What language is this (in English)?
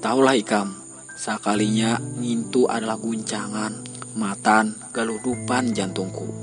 Banjar